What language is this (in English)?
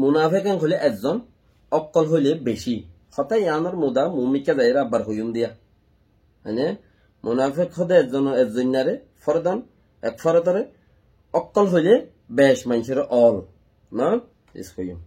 Rohingya